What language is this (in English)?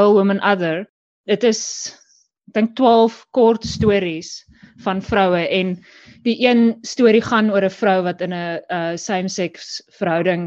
Afrikaans